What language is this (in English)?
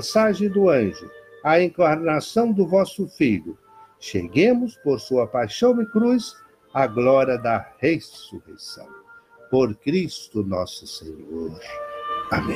Portuguese